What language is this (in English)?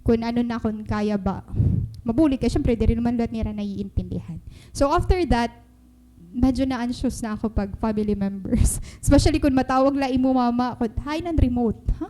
Waray